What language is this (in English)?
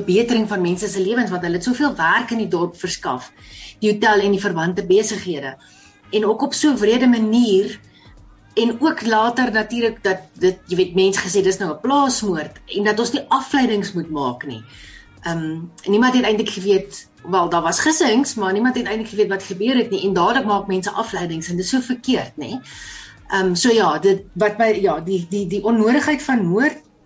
Afrikaans